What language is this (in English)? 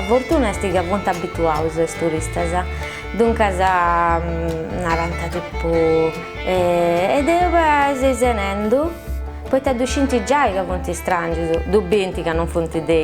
Sardinian